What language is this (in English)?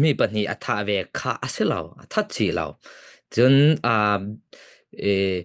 Falam Chin